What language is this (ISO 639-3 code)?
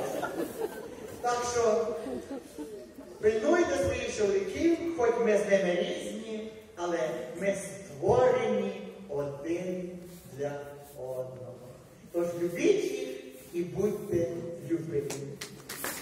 ukr